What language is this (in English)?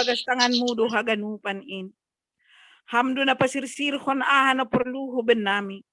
Batak Simalungun